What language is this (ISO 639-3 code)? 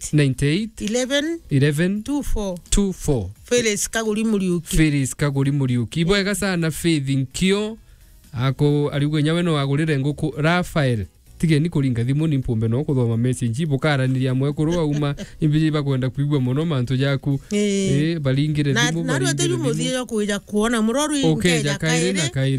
mer